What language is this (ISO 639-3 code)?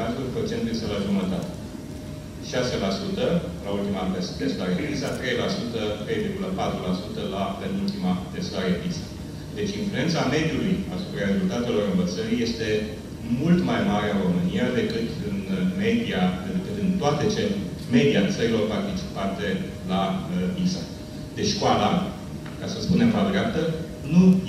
ron